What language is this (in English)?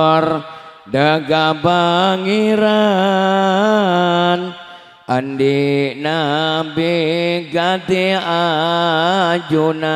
Madurese